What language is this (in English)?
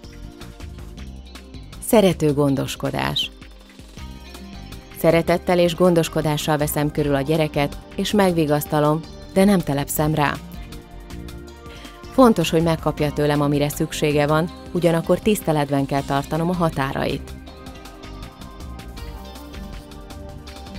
Hungarian